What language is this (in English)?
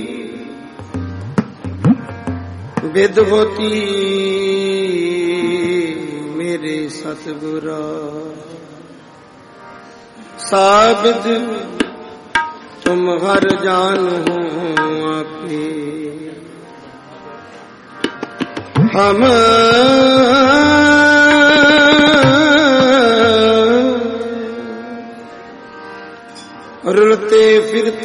Punjabi